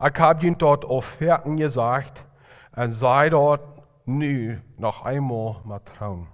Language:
Plautdietsch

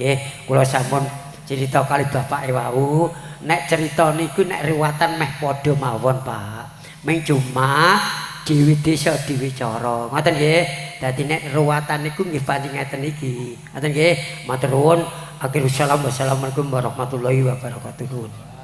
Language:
Javanese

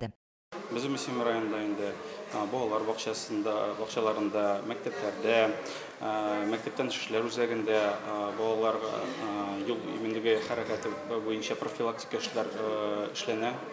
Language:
Tatar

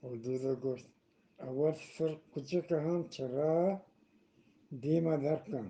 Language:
Eastern Balochi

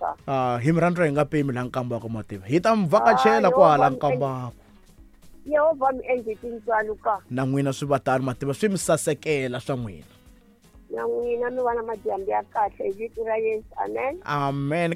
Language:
Tsonga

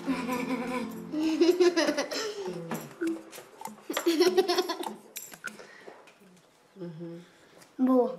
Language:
Swiss German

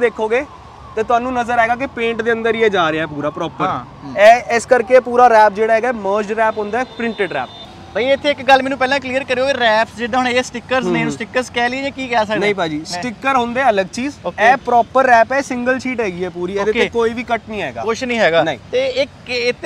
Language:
Punjabi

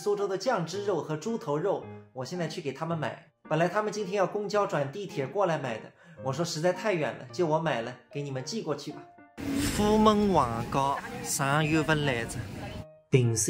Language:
Wu Chinese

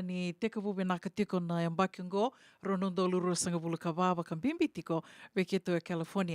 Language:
Fijian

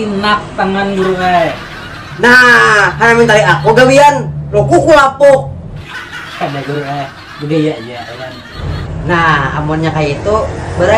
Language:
Banjar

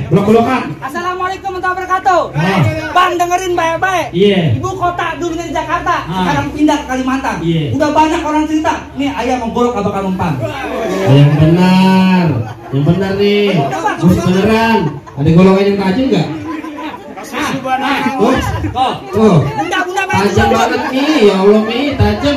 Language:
Betawi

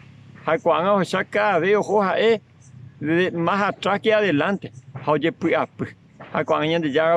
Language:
Guarani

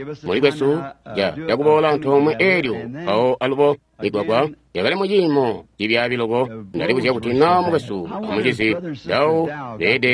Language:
Tonga (Zambia)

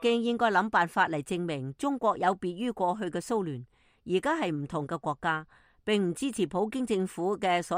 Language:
Cantonese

